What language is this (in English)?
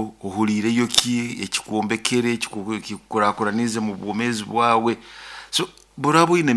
Nyoro